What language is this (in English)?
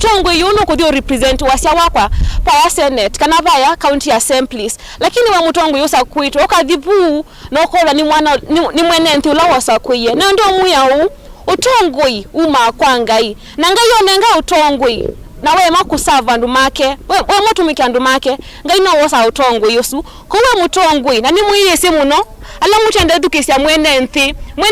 Kamba